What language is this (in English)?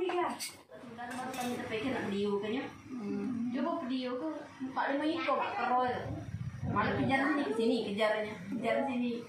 Musi